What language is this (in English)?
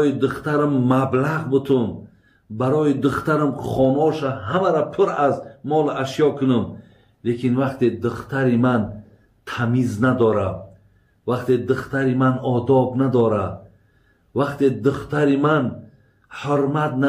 Tajik